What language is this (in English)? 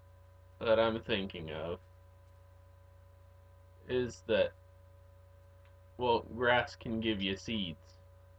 English